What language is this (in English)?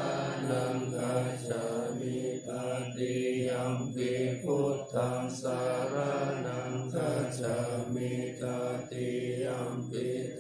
Pali